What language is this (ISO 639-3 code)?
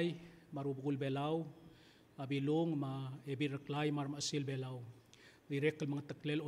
pau